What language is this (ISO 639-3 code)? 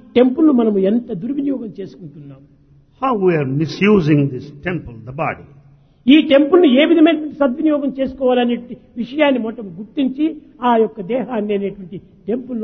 tel